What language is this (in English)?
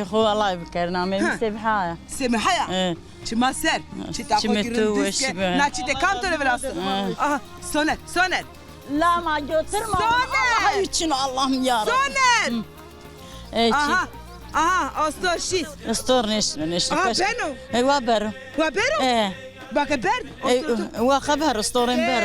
Zaza